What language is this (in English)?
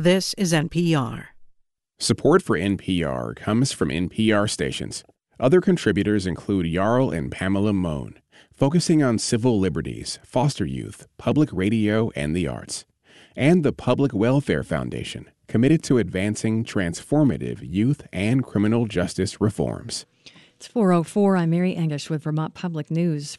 English